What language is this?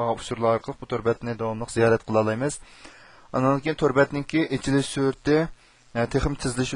Uyghur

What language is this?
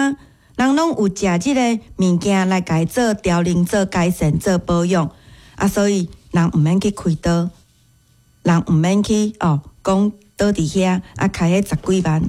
Min Nan Chinese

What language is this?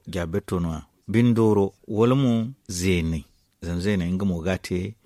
Zarma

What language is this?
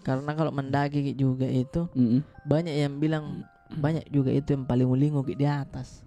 Makassar Malay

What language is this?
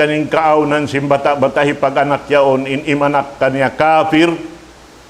Tausug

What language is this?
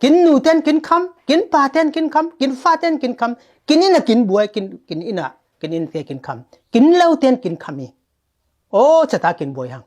Falam Chin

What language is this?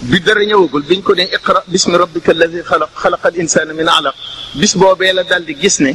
Wolof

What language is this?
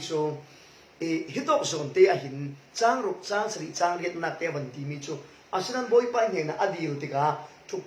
Falam Chin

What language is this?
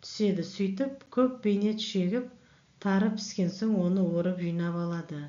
Kazakh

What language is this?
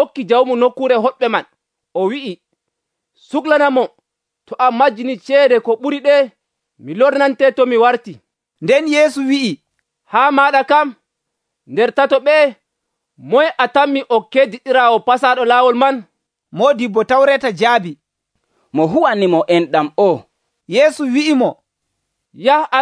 Nigerian Fulfulde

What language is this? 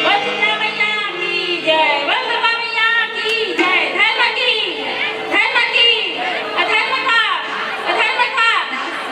Chhattisgarhi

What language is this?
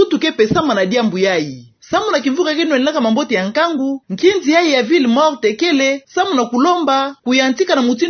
Kituba (Democratic Republic of Congo)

